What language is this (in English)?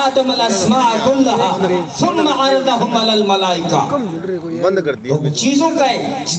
Urdu